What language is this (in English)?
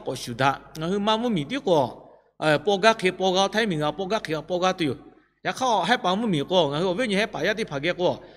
Lahu